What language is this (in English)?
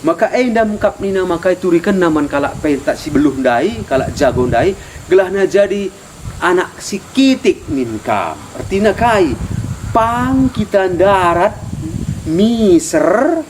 Batak Karo